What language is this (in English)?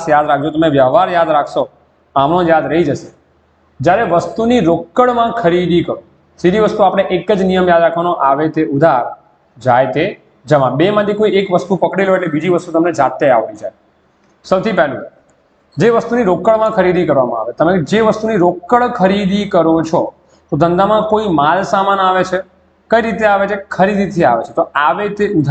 Gujarati